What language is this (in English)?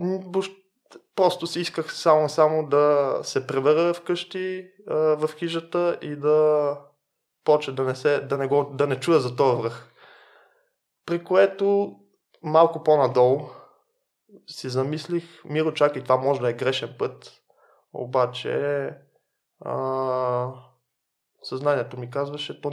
Bulgarian